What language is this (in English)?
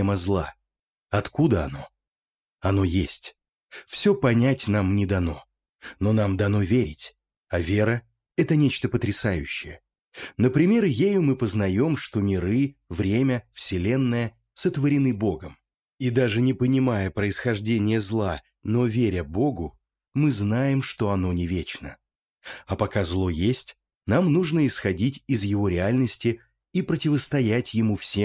Russian